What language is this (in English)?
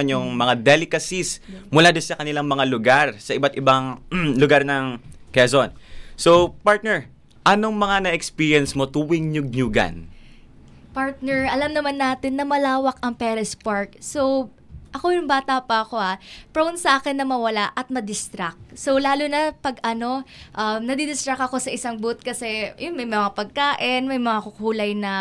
Filipino